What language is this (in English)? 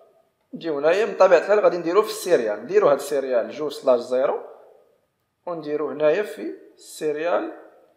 Moroccan Arabic